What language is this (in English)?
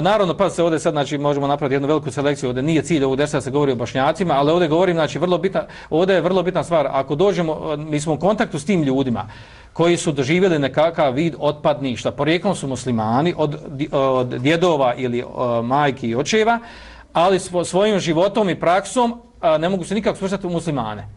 Bosnian